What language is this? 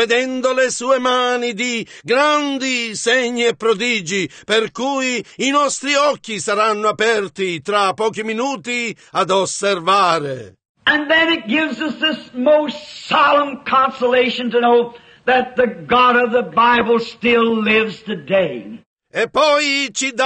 Italian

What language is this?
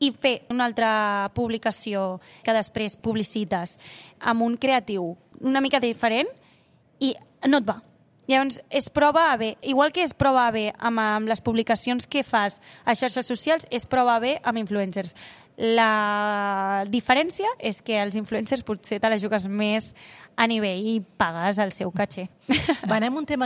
Catalan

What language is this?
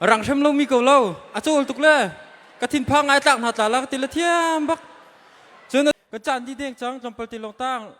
Hakha Chin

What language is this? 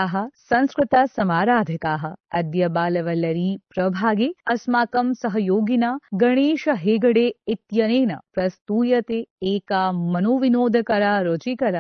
Sanskrit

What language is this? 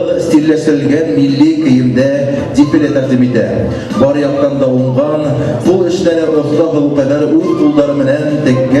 Bashkir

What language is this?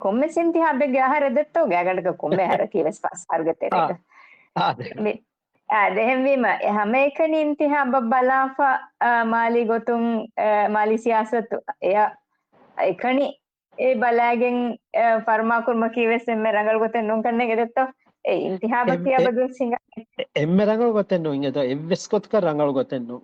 Divehi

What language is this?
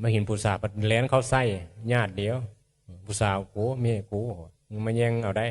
Northeastern Thai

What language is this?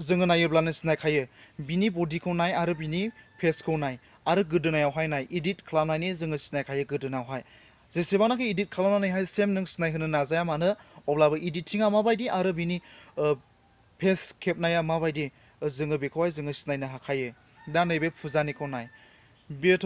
Bodo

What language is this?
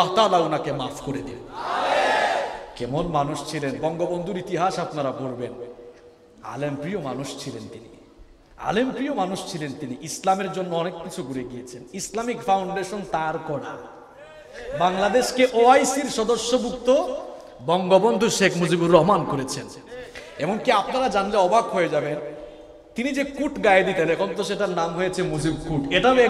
Bangla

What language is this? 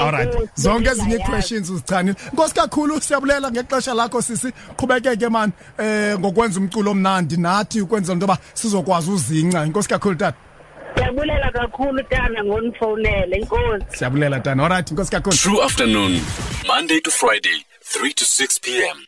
Xhosa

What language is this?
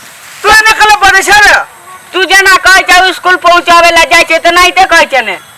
Maithili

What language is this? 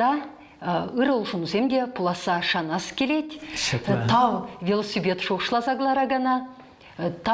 Chuvash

